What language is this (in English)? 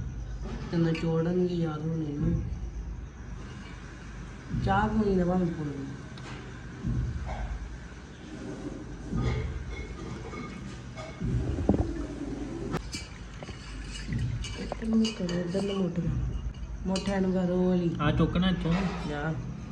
Punjabi